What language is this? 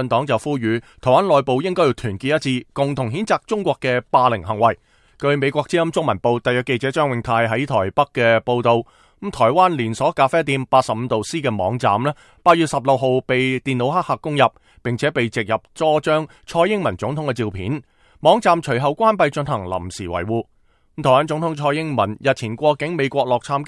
Cantonese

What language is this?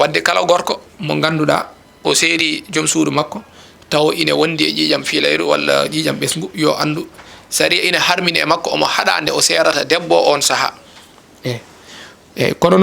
Fula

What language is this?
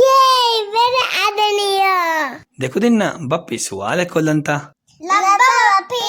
Divehi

